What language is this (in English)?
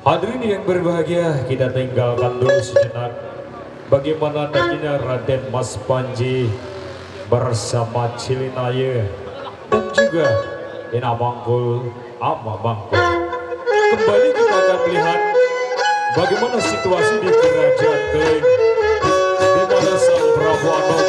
Sasak